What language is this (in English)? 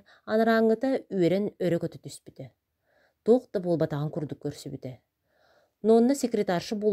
Yakut